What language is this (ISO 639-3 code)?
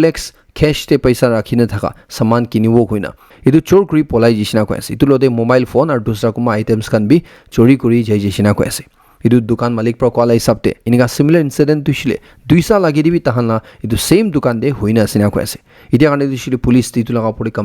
nag